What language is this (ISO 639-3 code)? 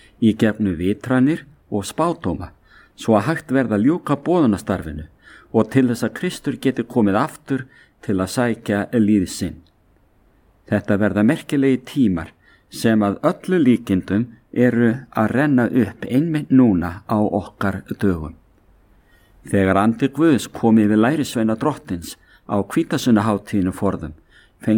isl